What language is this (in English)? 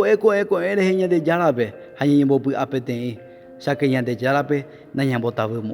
Guarani